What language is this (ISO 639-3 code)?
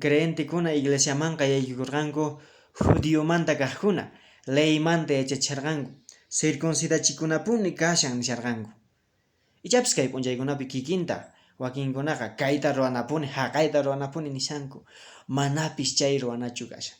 que